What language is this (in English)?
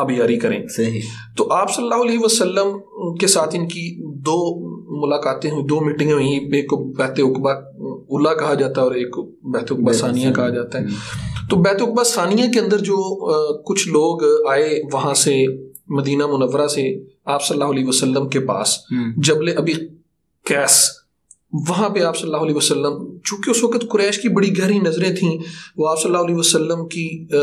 Urdu